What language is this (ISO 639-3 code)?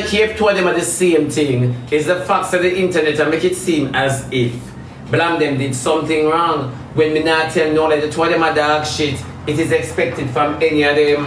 jam